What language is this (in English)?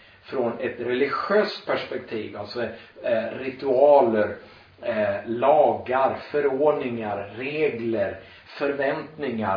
Swedish